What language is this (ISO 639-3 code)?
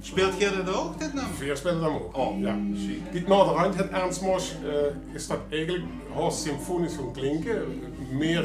lim